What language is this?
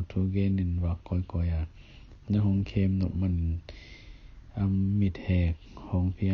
Tedim Chin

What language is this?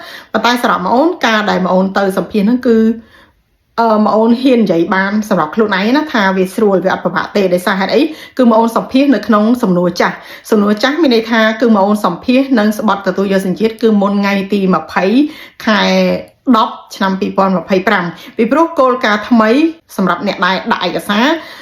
Khmer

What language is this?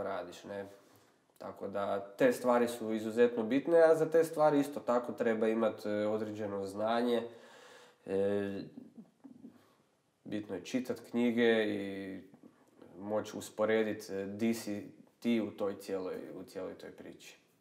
Croatian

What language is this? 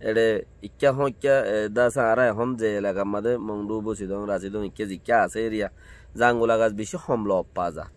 Rohingya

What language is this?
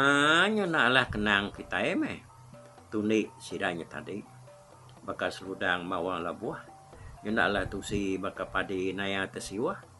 Iban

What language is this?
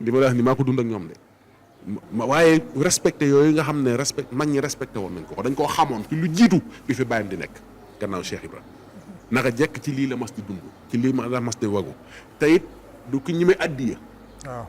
Wolof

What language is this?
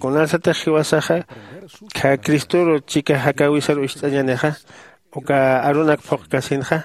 Aymara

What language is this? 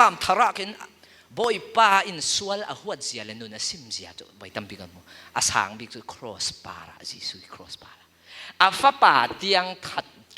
Falam Chin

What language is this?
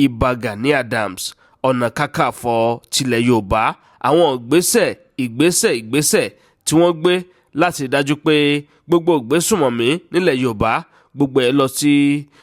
Yoruba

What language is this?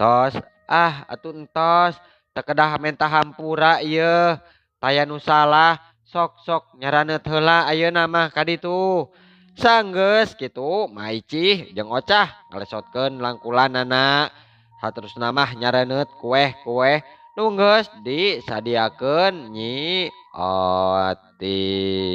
Sundanese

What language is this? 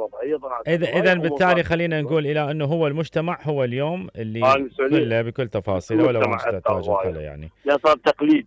Mesopotamian Arabic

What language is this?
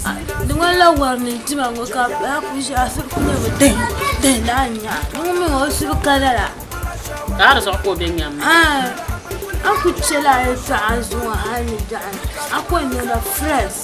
Dagbani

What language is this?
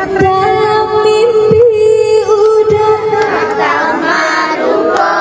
Minangkabau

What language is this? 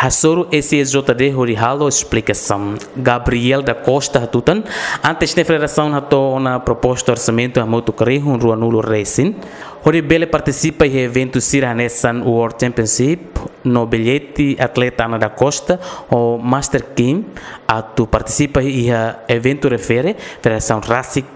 Tetum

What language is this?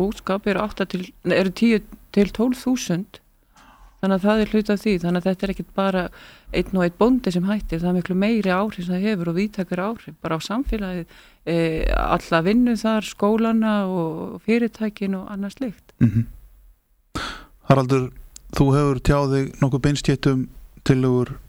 Icelandic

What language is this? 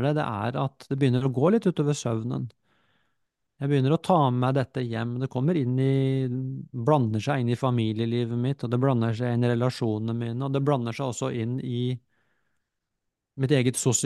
Norwegian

